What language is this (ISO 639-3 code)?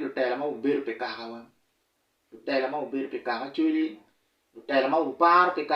ach